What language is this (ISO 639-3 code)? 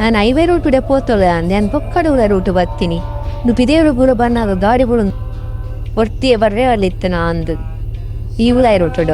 tcy